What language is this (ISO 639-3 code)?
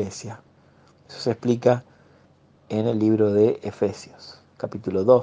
spa